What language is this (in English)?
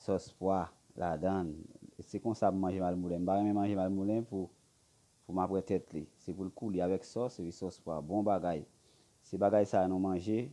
Haitian Creole